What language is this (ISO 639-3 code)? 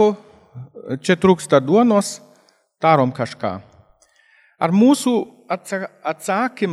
lit